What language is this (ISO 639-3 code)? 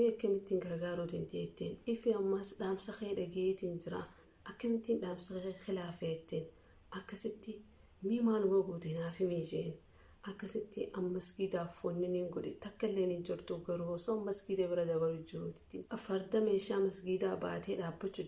orm